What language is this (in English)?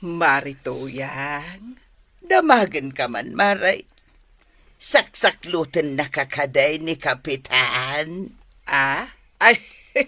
Iloko